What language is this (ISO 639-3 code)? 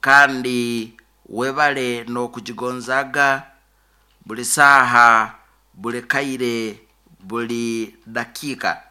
nyo